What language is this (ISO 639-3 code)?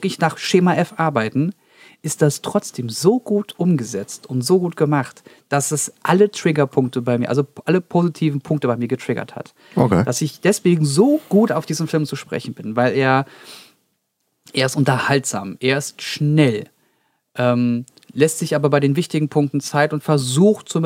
deu